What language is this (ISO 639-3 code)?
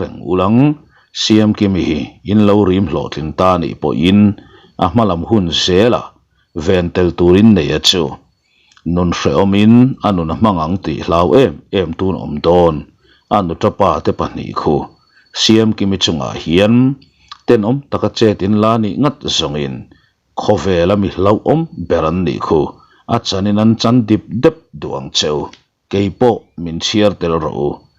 lus